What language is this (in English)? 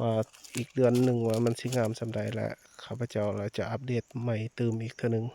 Lao